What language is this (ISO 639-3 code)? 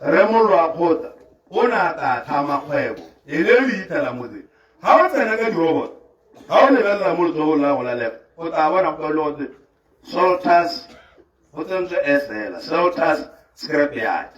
tsn